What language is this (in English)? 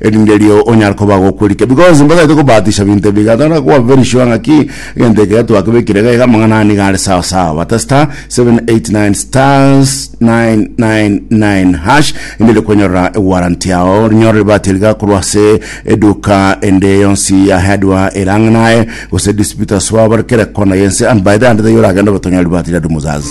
Gusii